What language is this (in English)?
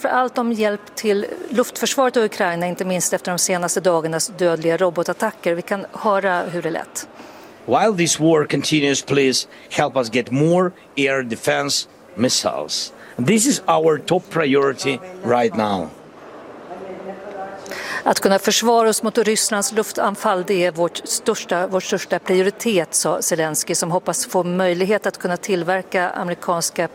Swedish